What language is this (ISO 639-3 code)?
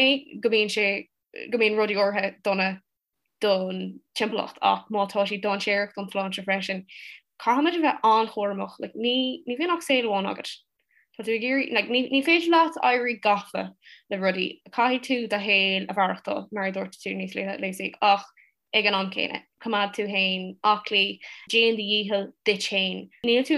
gle